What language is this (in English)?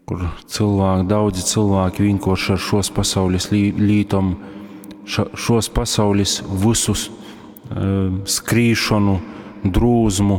Latgalian